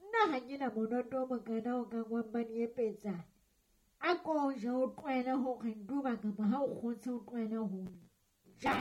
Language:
Southern Sotho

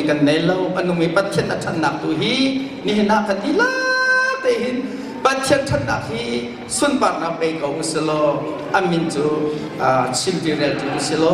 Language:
Hakha Chin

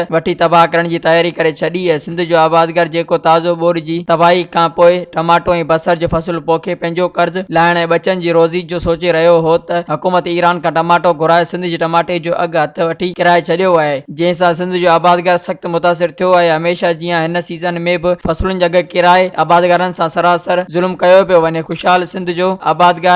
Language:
Sindhi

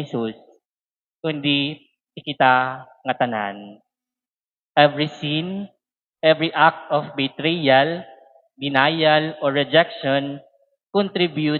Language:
Waray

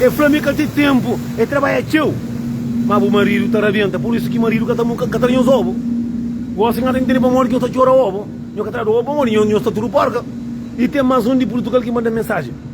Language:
Kabuverdianu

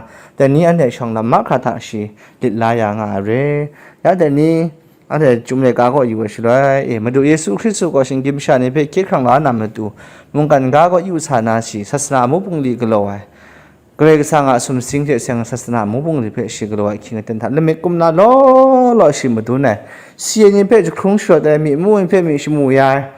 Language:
Kachin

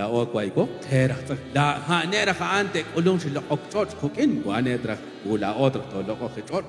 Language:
Kekchí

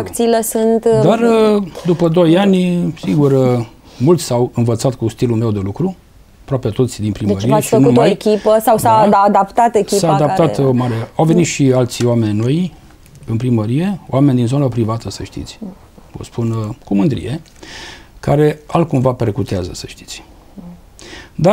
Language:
Romanian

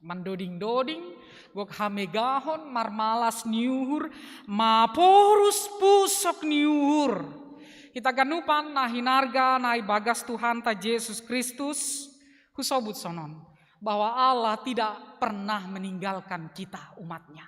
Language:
Batak Simalungun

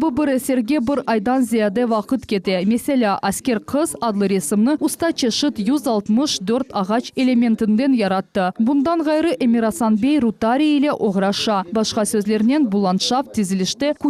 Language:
Crimean Tatar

